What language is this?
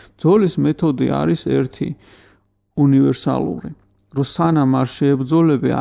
Georgian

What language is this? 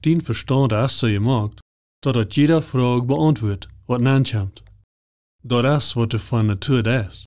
Plautdietsch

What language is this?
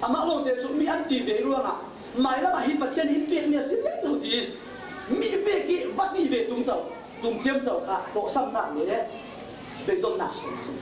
Falam Chin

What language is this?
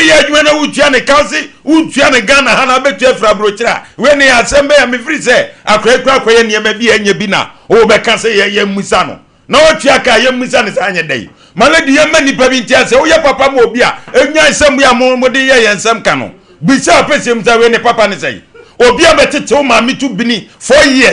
Akan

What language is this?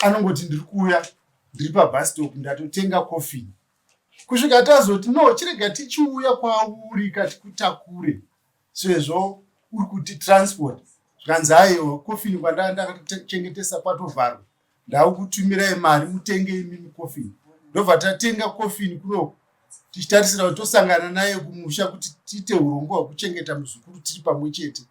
Shona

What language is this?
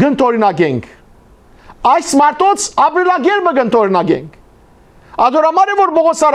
Western Armenian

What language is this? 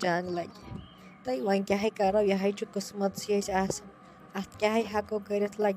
Kashmiri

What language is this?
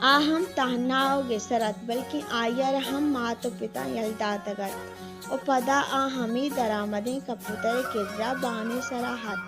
Baluchi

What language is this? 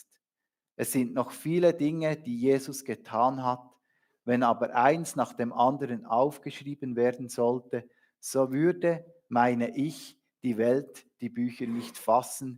Swiss German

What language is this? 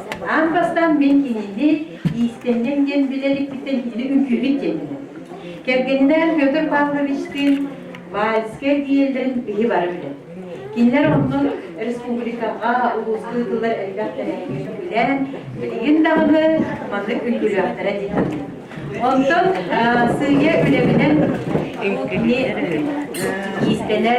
Yakut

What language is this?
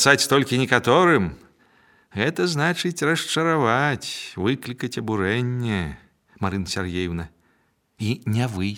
Belarusian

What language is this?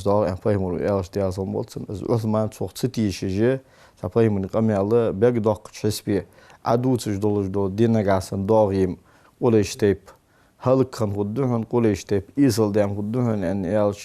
Ingush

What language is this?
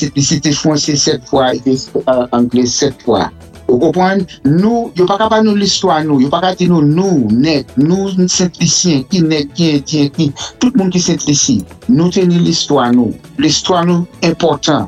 Saint Lucian Creole French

